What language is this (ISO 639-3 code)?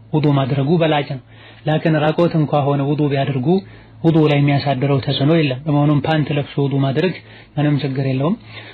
amh